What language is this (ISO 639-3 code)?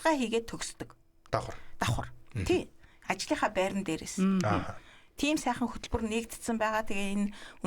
mon